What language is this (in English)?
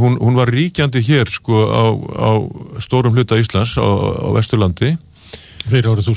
Icelandic